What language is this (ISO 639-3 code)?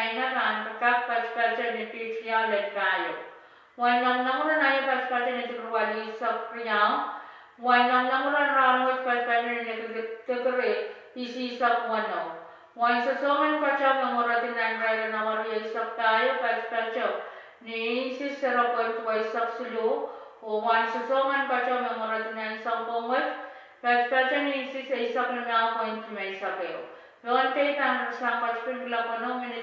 pon